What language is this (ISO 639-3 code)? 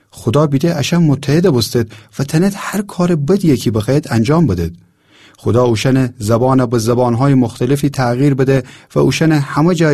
glk